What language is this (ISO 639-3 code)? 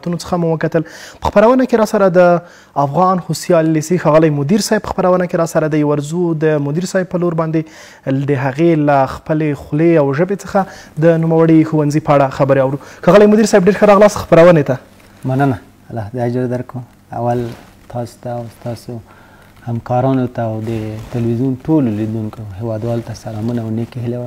pus